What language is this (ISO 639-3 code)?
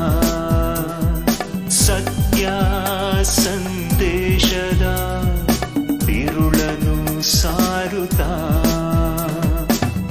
kan